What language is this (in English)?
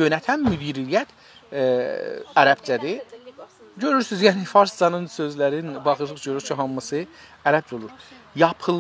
South Azerbaijani